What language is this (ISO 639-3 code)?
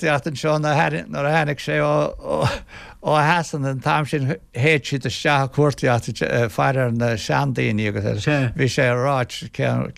gle